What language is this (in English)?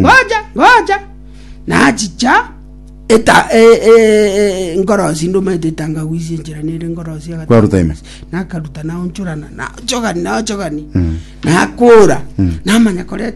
Gusii